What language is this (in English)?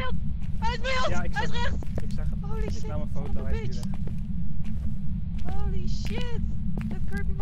Dutch